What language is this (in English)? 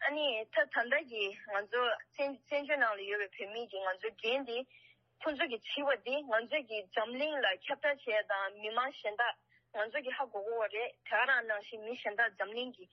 Tibetan